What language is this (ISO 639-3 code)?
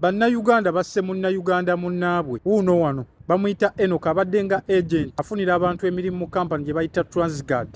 lug